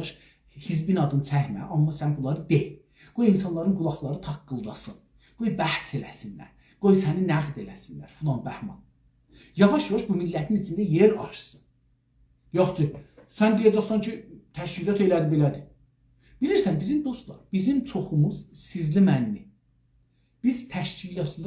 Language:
South Azerbaijani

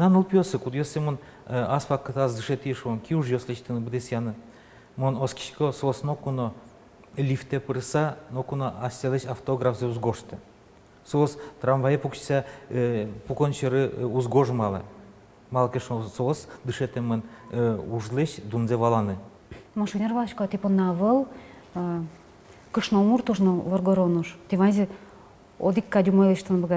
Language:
Udmurt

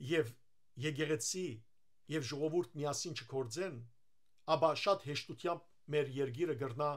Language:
Western Armenian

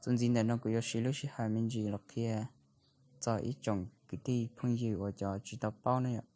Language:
Hmong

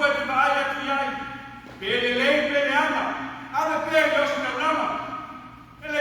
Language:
Samoan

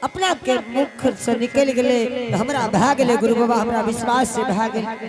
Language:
Angika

